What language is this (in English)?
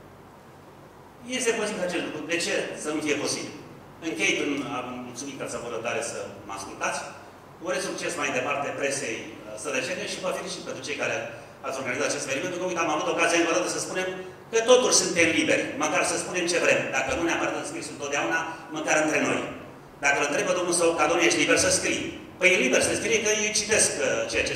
Romanian